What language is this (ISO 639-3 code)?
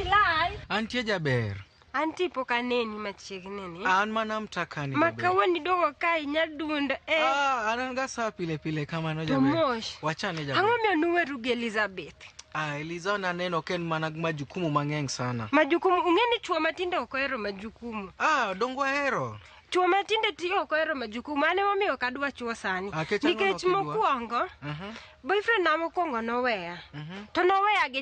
luo